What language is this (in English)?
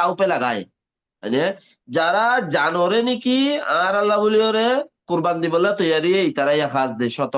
Rohingya